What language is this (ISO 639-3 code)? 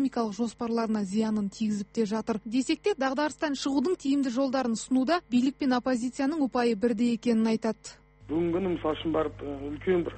kaz